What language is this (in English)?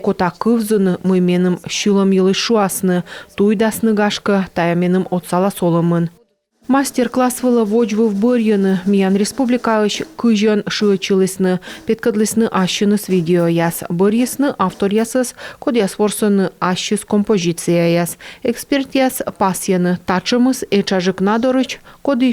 Komi